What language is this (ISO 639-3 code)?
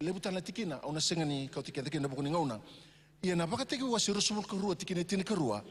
fij